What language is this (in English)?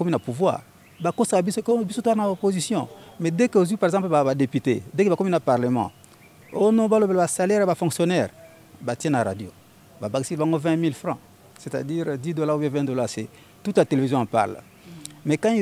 French